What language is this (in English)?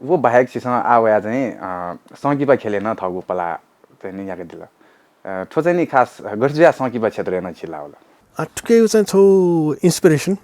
Newari